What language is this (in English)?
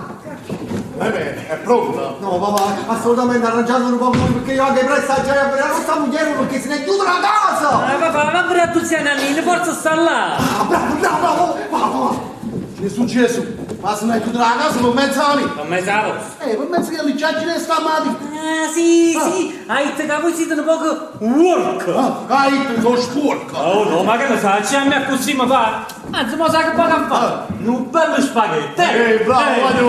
Neapolitan